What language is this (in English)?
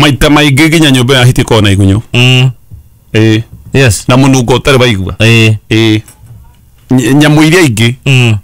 Kikuyu